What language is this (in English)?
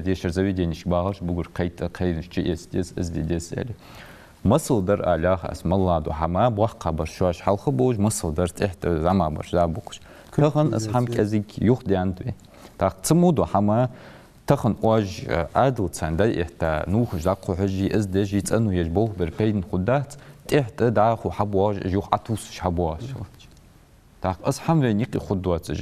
Ingush